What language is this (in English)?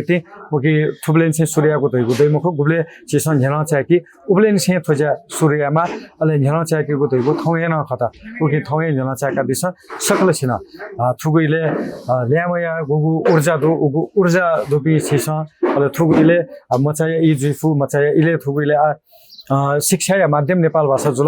Newari